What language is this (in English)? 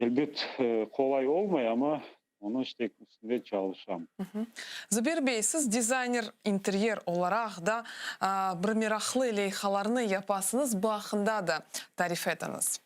Crimean Tatar